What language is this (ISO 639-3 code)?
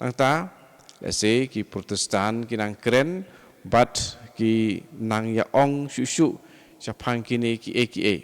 kha